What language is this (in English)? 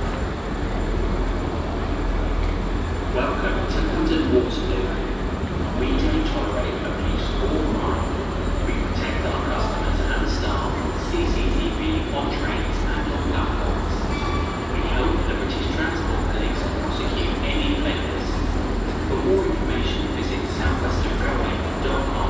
English